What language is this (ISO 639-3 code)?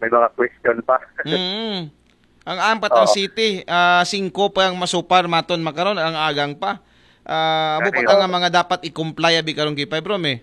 akl